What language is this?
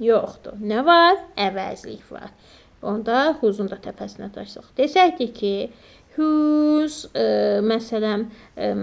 Azerbaijani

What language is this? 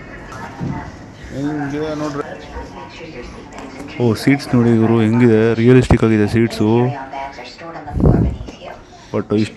Kannada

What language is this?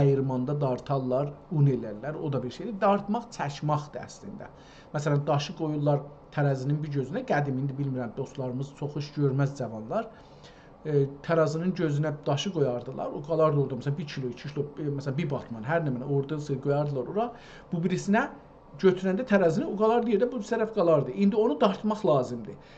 South Azerbaijani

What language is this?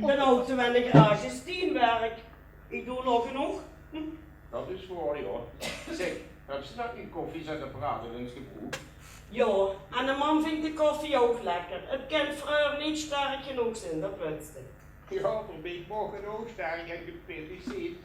Limburgish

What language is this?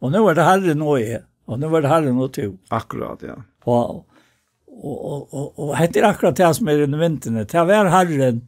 Faroese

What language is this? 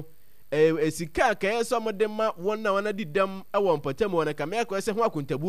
Akan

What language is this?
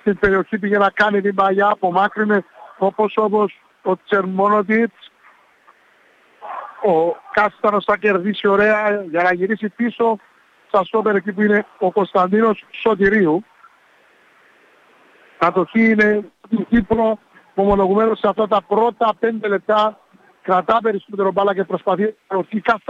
Greek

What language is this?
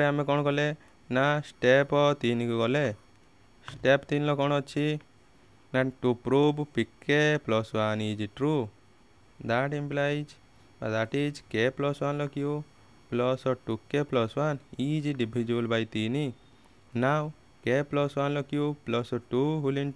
Odia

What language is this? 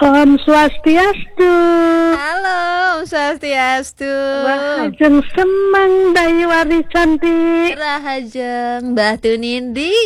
Balinese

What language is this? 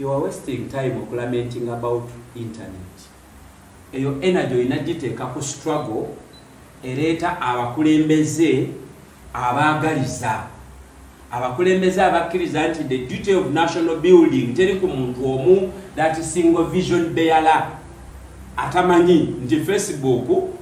Ganda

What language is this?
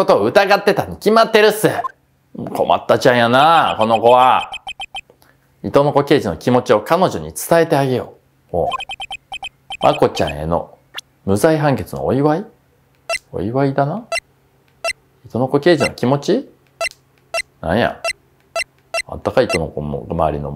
Japanese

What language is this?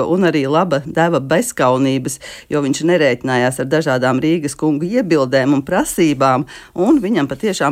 Latvian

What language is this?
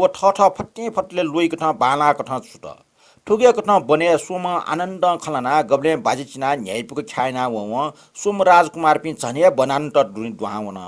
Newari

